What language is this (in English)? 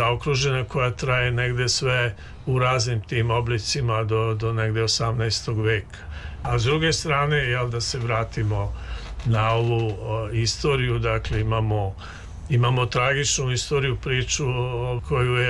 Serbian